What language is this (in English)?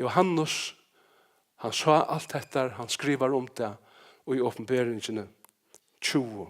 Faroese